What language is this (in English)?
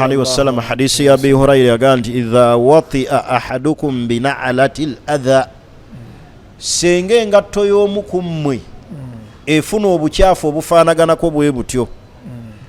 Ganda